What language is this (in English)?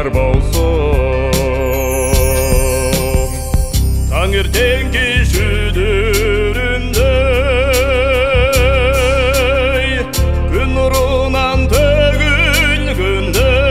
Kyrgyz